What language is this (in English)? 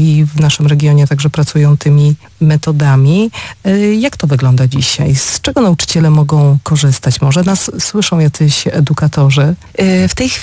Polish